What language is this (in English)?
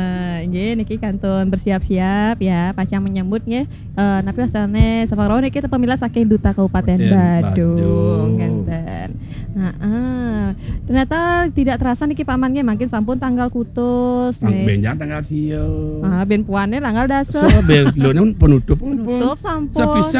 Balinese